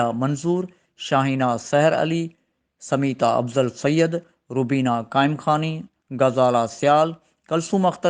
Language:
Sindhi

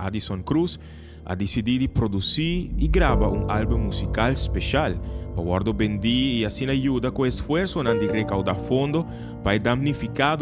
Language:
Papiamento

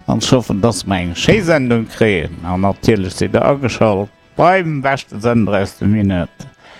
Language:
Luxembourgish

